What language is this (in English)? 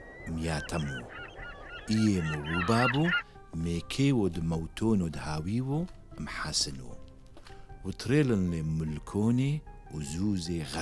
Turoyo